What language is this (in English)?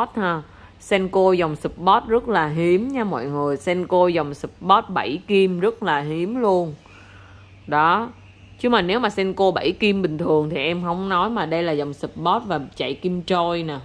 Vietnamese